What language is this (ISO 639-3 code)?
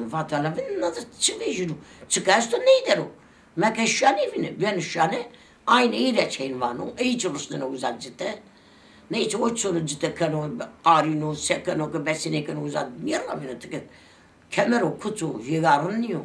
zza